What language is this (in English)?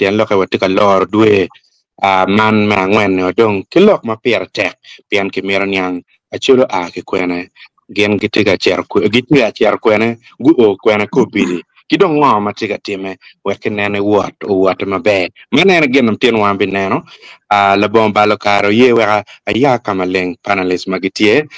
Acoli